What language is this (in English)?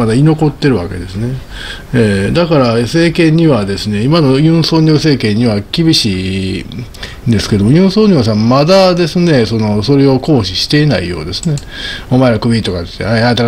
Japanese